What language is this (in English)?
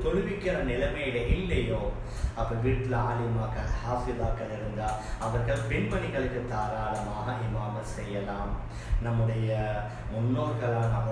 Tamil